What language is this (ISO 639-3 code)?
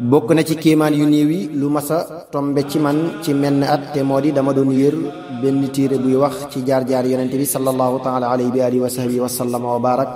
wol